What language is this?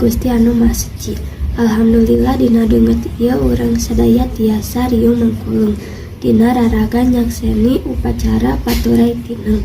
Sundanese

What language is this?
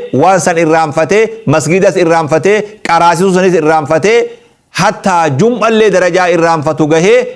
Oromo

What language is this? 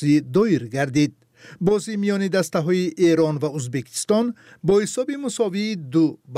Tajik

